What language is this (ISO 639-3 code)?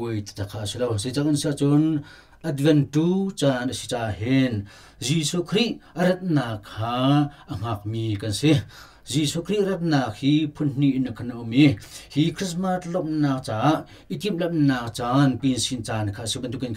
cnh